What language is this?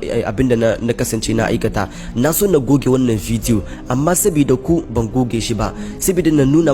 Hausa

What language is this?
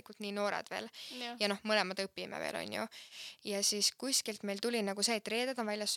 Estonian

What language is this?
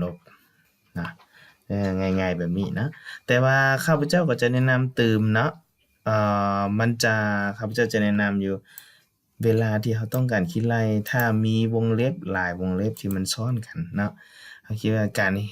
Lao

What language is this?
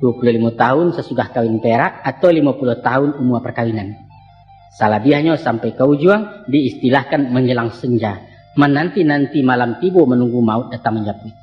Minangkabau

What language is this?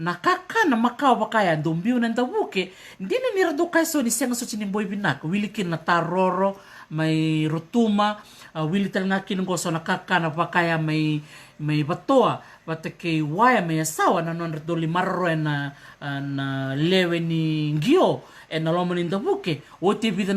Fijian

